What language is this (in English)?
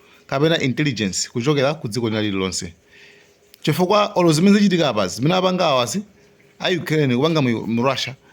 Nyanja